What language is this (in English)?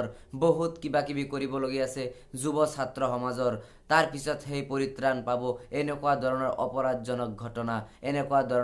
Assamese